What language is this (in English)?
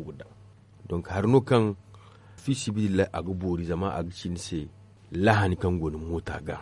Zarma